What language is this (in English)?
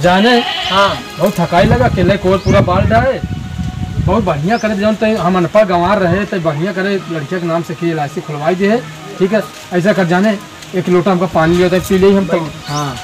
Awadhi